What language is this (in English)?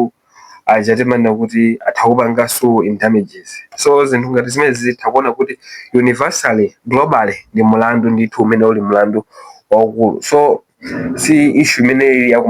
Nyanja